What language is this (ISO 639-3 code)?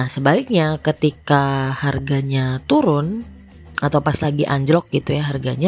ind